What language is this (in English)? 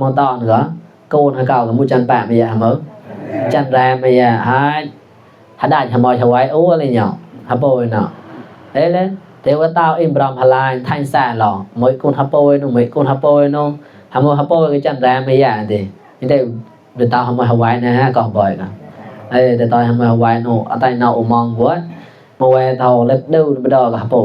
Mon